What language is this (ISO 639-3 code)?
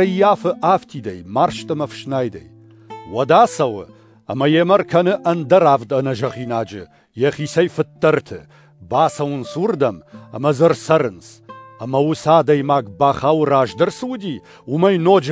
oss